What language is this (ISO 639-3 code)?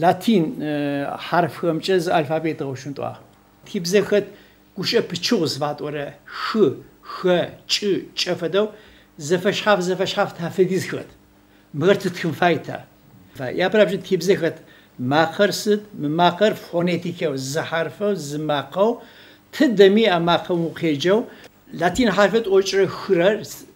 ady